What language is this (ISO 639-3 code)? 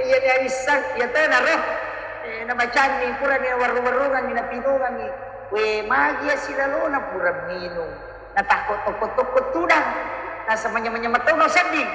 bug